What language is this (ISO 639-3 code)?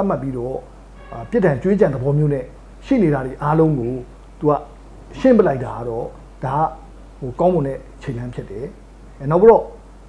mya